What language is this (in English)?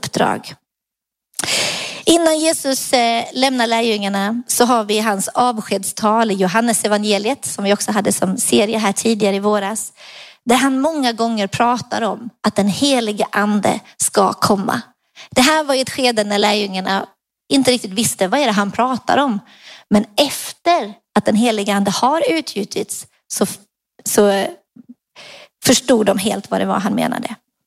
Swedish